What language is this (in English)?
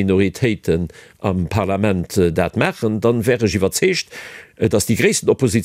Luxembourgish